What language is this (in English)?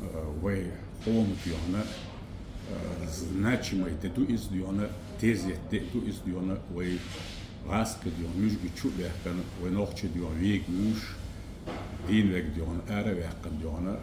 Chechen